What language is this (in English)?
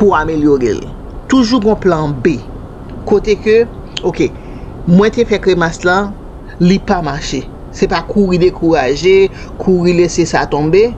Haitian Creole